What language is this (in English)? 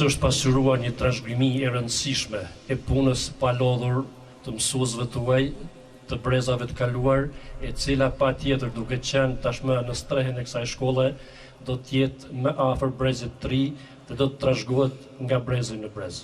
Albanian